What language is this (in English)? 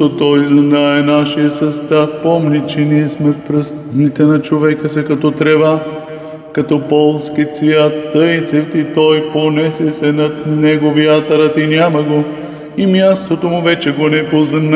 Bulgarian